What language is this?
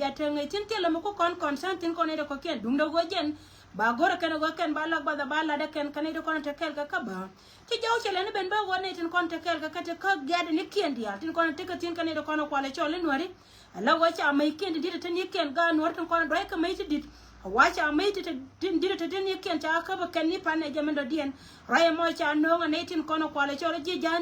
Nuer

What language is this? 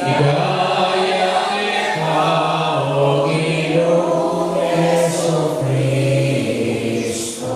Pampanga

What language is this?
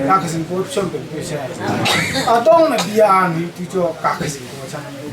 Hakha Chin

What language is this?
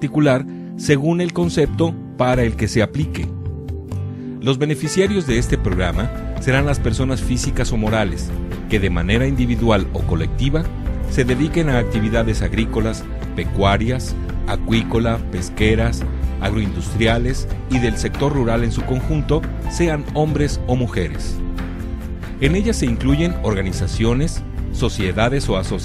Spanish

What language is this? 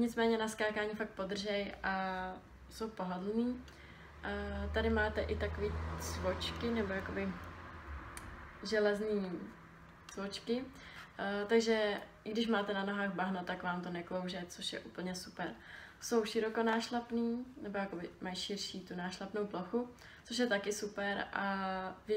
Czech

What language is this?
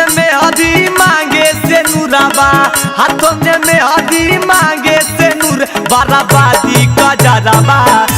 Magahi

